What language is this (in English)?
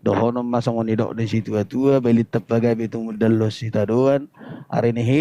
Batak Toba